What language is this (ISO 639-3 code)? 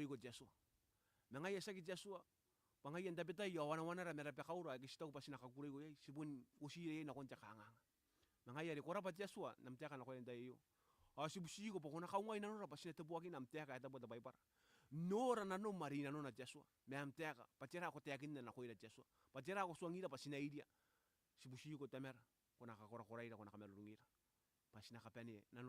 gil